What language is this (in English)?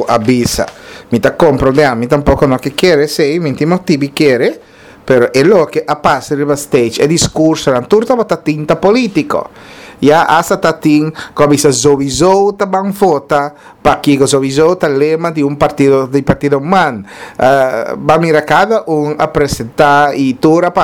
Papiamento